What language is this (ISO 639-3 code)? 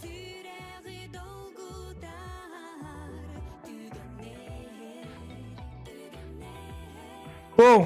sah